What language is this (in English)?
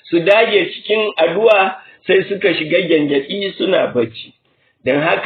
Hausa